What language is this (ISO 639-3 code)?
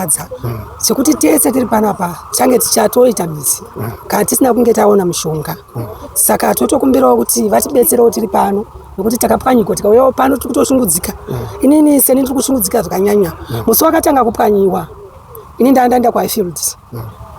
sna